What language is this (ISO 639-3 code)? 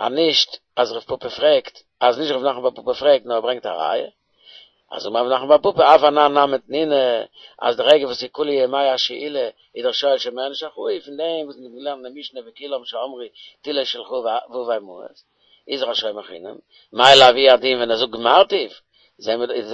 yid